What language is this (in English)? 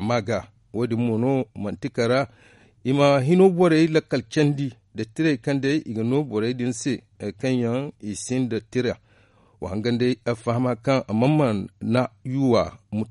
Zarma